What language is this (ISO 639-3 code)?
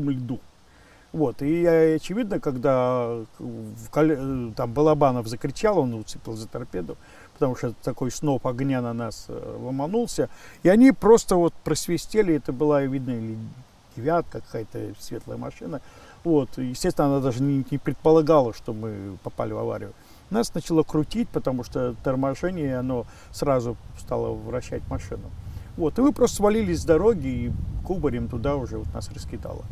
rus